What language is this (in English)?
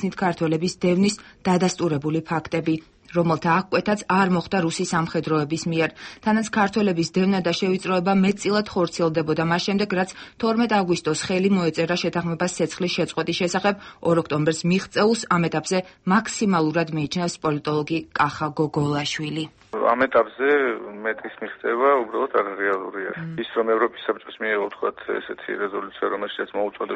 Georgian